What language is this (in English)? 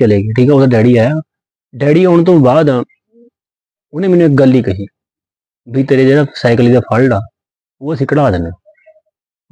Punjabi